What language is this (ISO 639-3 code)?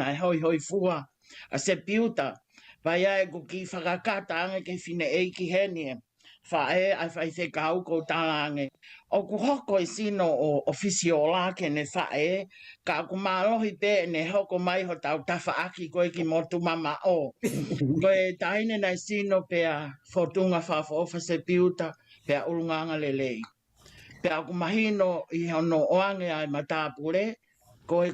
ton